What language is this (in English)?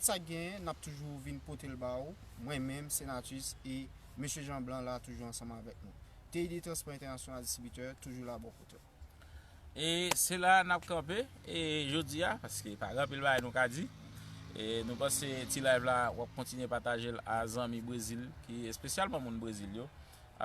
Haitian Creole